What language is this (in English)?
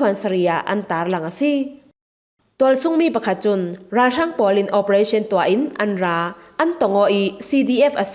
Falam Chin